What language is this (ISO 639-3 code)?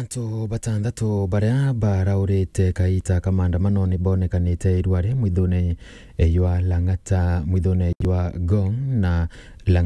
mer